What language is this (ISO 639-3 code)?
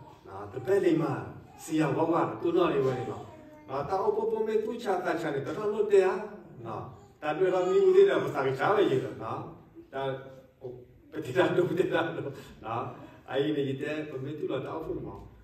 ksw